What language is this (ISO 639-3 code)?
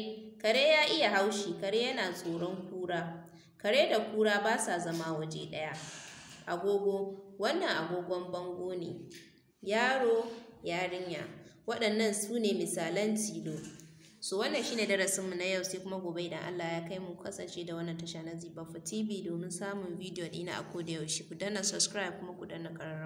hau